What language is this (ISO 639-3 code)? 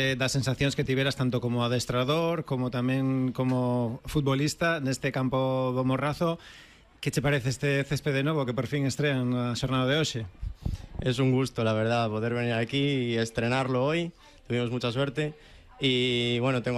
glg